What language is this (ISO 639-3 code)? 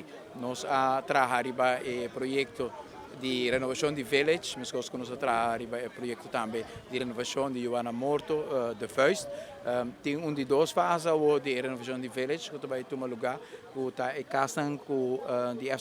pap